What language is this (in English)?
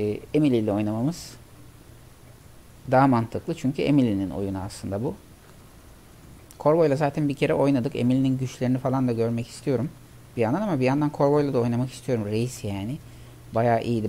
Turkish